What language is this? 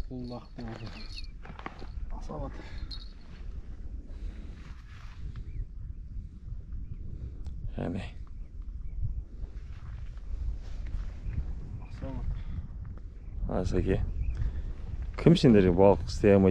Kazakh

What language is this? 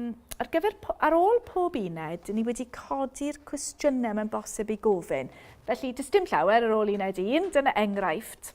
Welsh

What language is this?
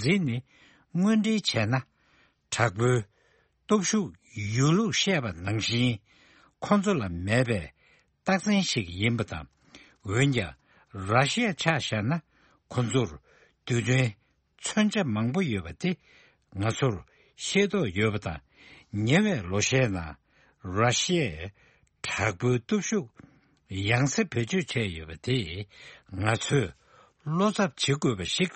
Tibetan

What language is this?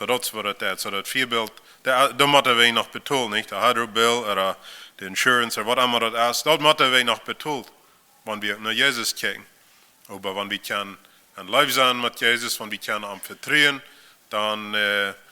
Plautdietsch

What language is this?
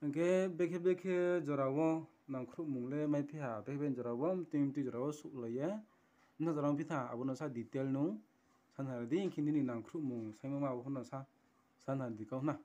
Riang (India)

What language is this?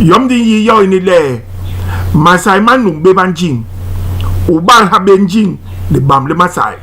Basaa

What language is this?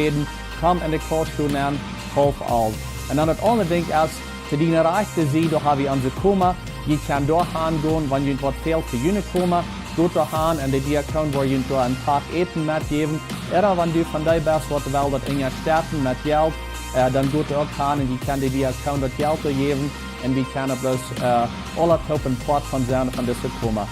Plautdietsch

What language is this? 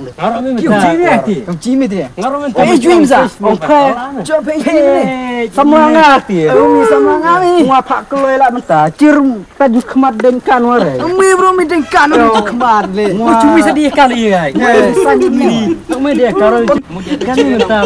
Khasi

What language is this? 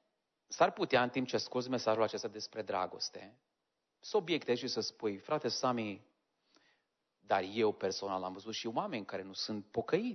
Romanian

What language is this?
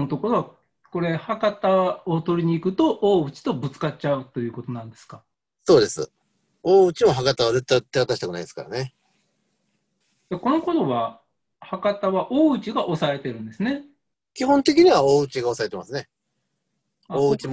Japanese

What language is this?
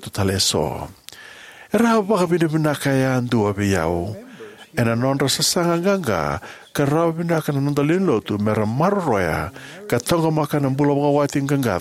Fijian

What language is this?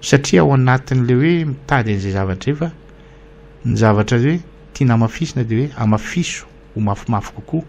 Malagasy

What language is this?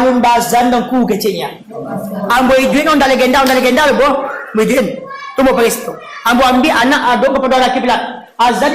Minangkabau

